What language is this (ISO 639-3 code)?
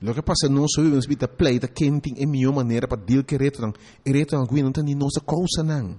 pap